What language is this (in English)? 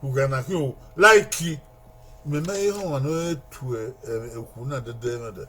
Bini